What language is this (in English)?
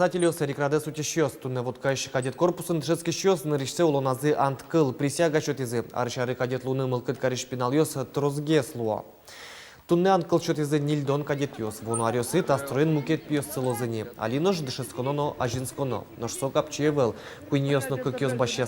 Udmurt